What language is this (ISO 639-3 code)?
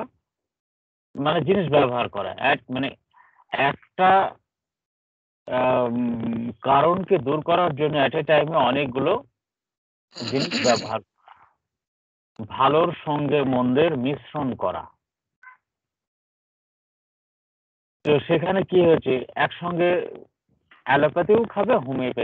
ben